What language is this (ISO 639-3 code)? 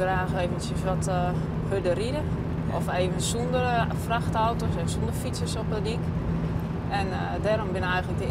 fry